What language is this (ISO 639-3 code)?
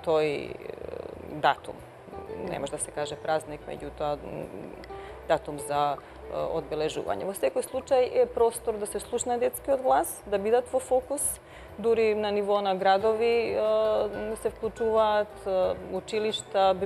mkd